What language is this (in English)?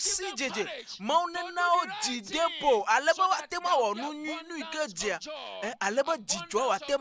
Ewe